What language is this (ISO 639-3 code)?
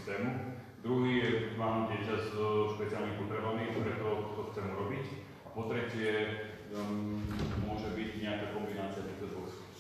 slk